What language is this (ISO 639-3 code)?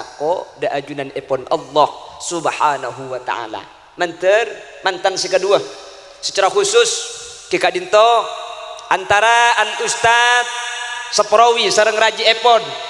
mad